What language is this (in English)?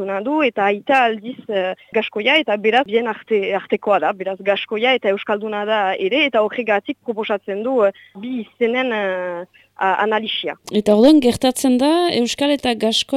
Basque